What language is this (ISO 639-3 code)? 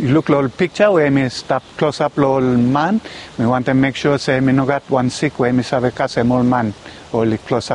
bis